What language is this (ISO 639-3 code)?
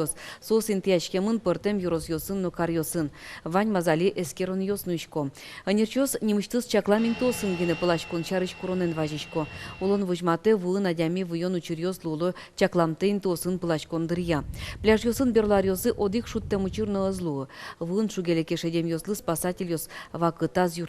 udm